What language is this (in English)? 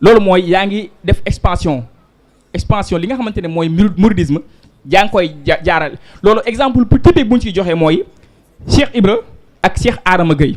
Wolof